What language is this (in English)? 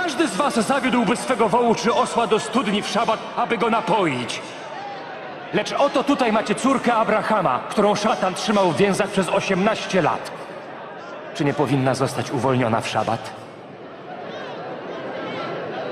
Polish